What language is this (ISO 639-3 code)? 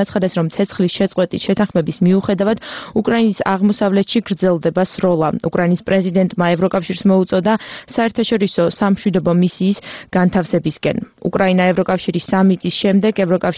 kat